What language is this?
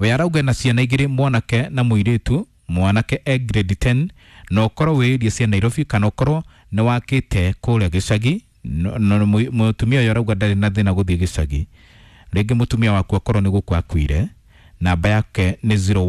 Kikuyu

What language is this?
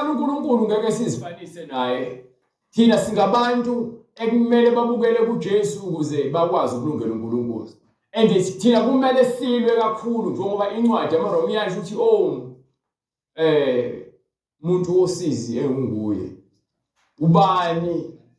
Zulu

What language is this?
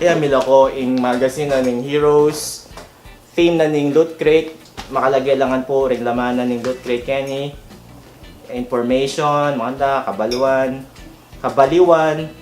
Pampanga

